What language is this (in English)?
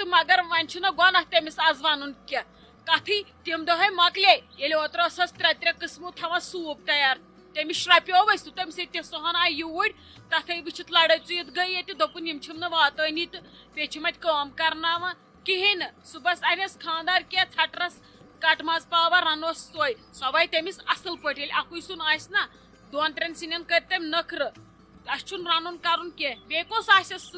Kashmiri